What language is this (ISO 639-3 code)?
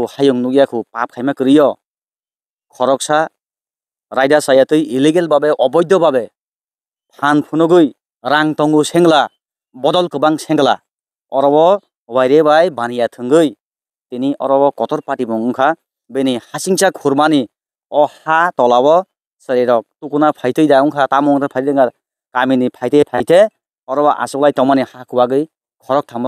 trp